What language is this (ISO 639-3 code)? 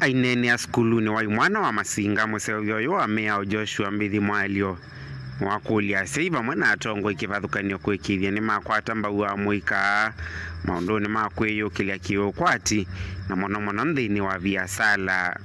kam